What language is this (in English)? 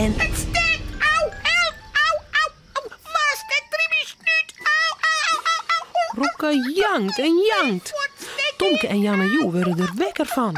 Western Frisian